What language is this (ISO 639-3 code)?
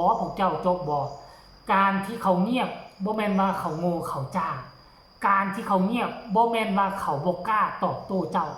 lao